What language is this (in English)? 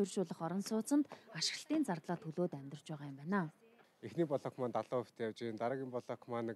Mongolian